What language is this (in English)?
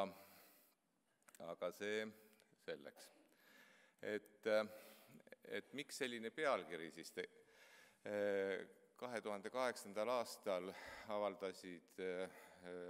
Estonian